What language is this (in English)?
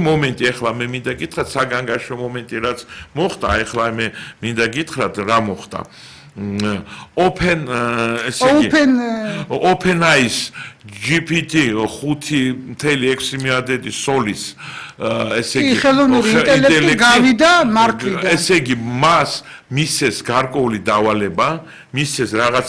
Georgian